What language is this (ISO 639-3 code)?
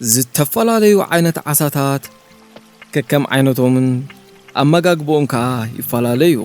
tir